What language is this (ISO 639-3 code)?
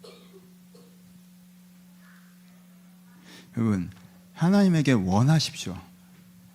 kor